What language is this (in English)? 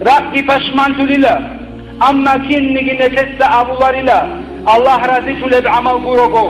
Avaric